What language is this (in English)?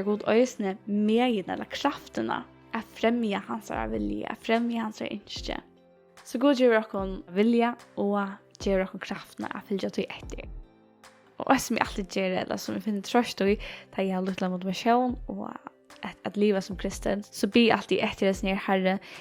Faroese